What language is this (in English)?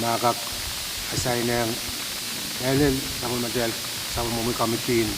Pohnpeian